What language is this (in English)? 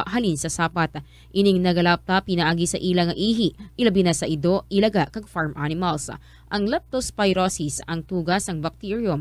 Hiligaynon